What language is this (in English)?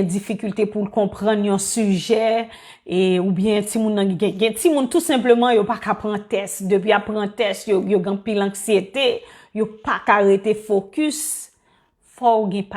Haitian Creole